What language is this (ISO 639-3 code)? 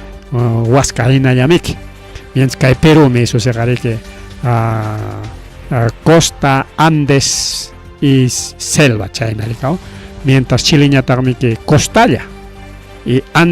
quy